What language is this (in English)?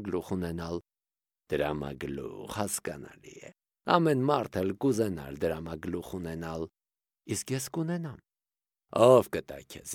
Armenian